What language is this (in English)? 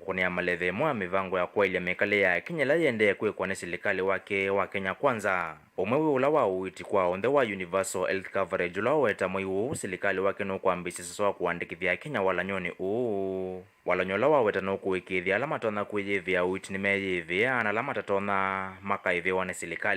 Kamba